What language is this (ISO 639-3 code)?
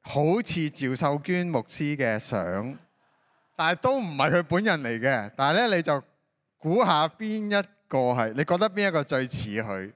yue